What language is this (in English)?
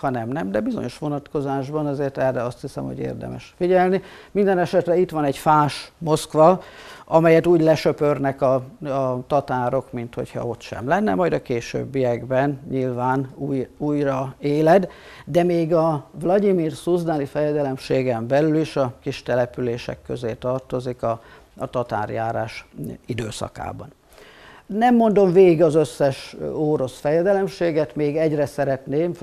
Hungarian